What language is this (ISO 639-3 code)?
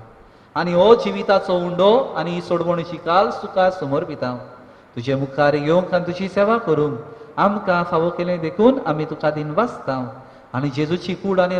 kok